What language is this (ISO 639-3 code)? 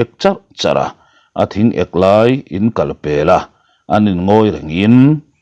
lus